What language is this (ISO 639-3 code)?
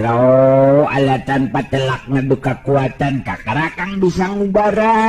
sun